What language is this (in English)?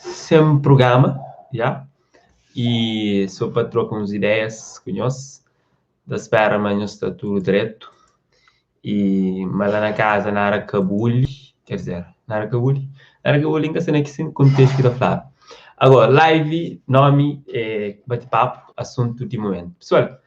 Kabuverdianu